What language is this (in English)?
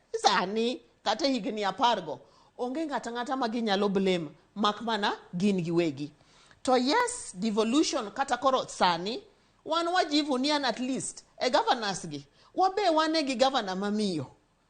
Luo (Kenya and Tanzania)